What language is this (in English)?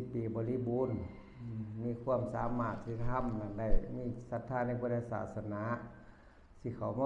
Northeastern Thai